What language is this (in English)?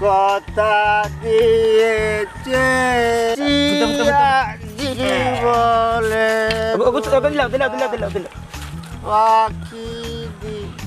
Sylheti